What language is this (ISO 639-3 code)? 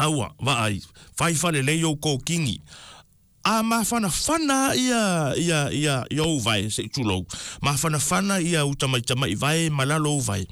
smo